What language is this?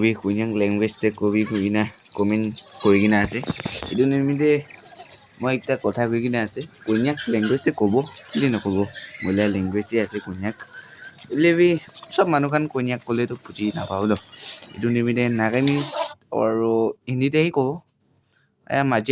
Naga Pidgin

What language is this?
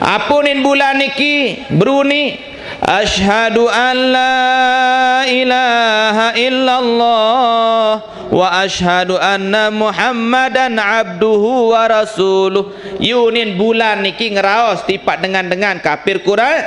Sasak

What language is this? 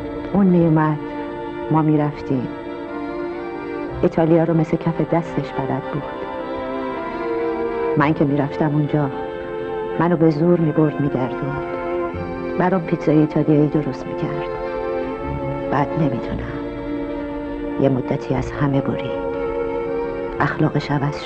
Persian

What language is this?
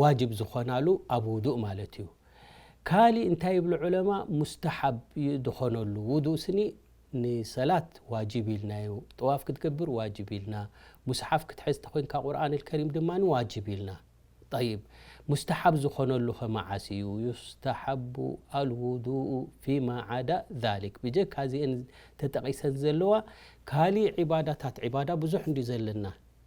Tigrinya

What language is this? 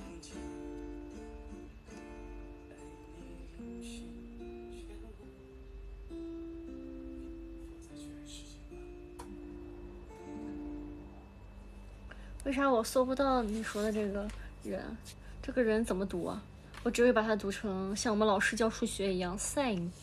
Chinese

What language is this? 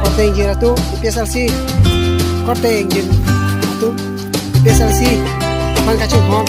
Karbi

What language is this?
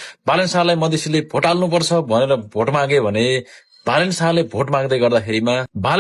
Nepali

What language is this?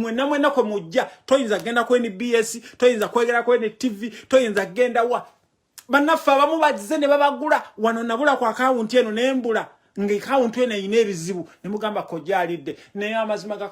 Ganda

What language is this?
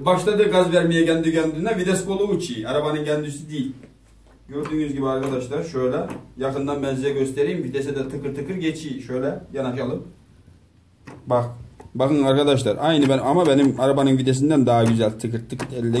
Turkish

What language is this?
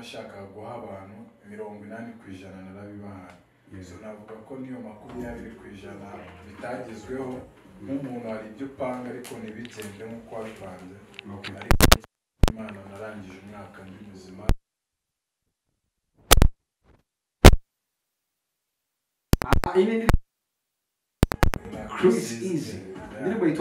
Kinyarwanda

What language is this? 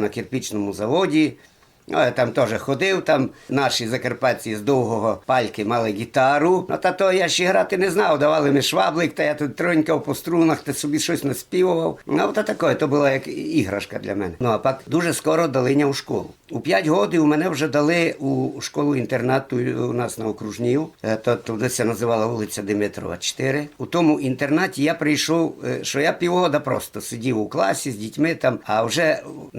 Rusyn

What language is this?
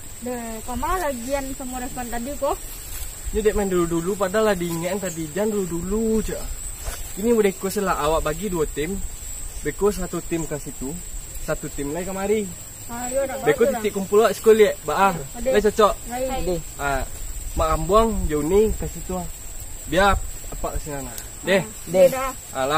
Minangkabau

